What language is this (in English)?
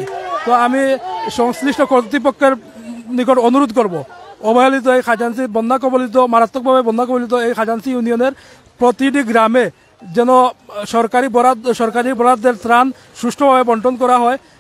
Sylheti